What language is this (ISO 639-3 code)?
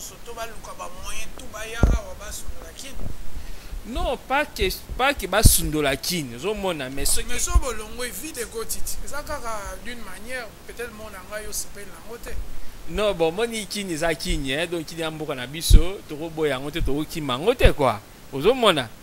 lin